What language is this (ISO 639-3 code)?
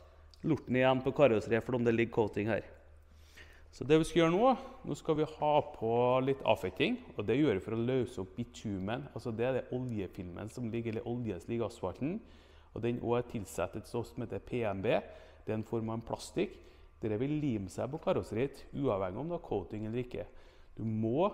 nor